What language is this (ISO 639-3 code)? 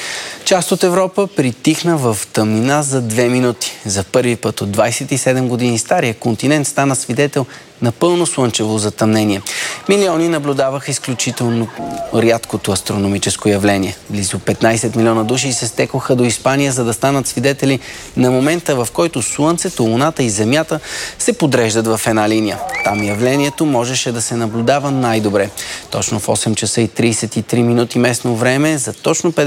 bul